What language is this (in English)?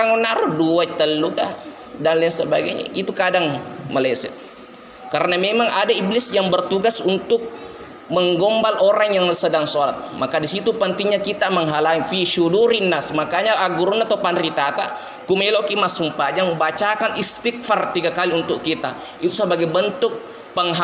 Buginese